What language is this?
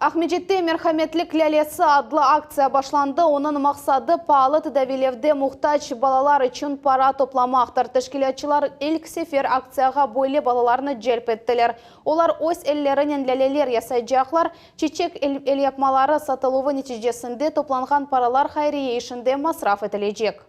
Crimean Tatar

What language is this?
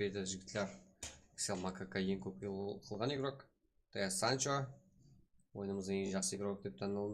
Kara-Kalpak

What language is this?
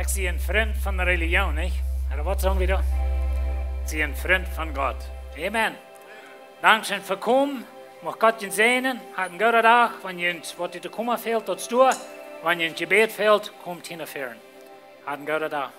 Plautdietsch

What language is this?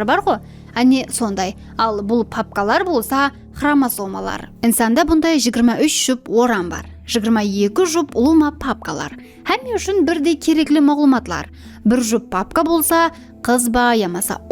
Kara-Kalpak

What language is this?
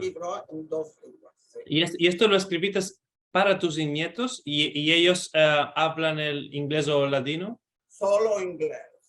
Ladino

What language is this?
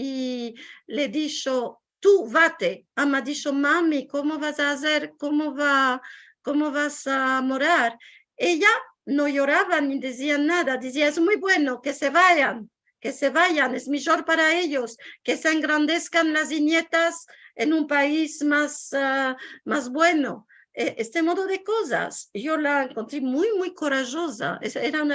Ladino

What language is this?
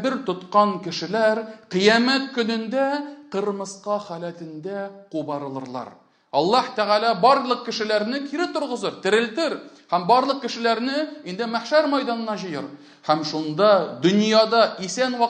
Tatar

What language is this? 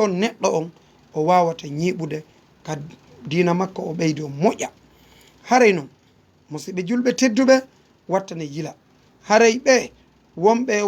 Fula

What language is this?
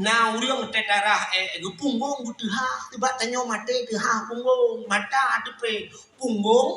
Achinese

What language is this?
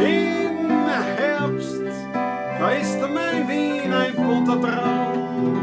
Bavarian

